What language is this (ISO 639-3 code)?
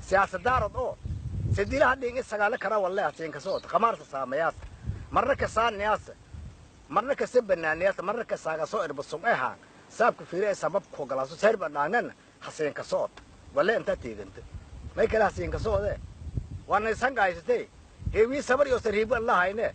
som